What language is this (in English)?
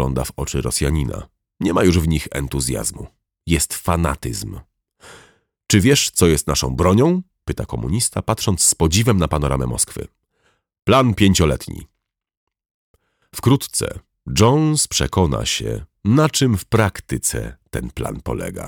Polish